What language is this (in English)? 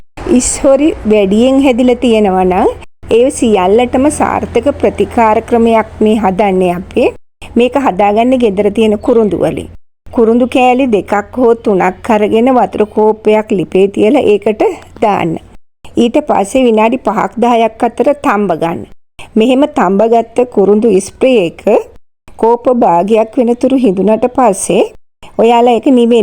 Sinhala